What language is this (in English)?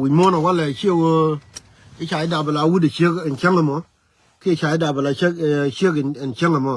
Nuer